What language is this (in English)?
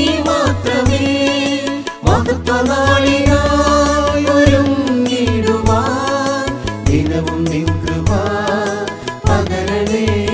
Malayalam